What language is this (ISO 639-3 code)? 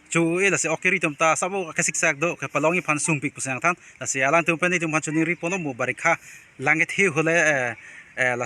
mjw